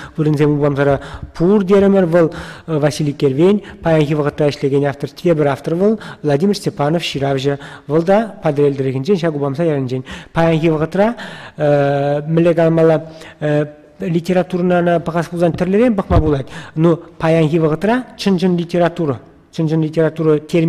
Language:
Chuvash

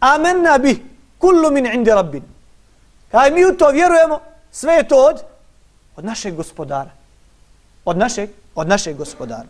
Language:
Bosnian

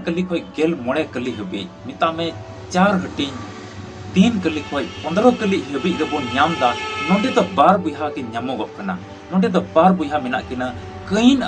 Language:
Santali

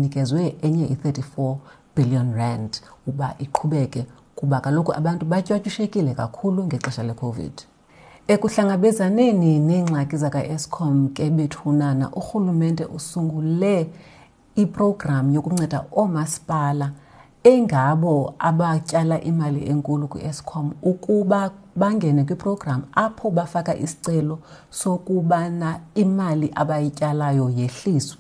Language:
Xhosa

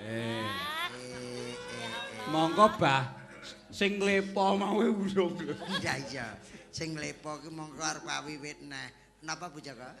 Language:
Javanese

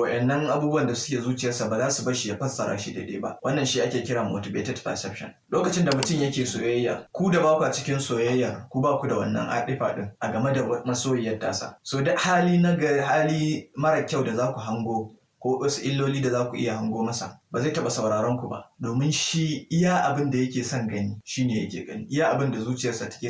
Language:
Hausa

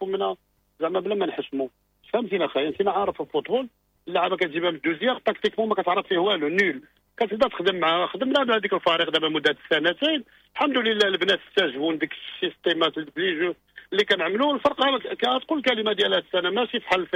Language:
Moroccan Arabic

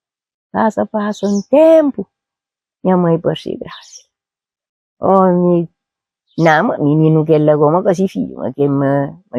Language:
Kabuverdianu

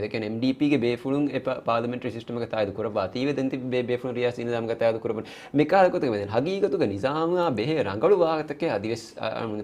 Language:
Divehi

